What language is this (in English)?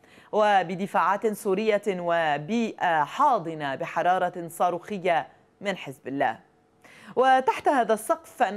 Arabic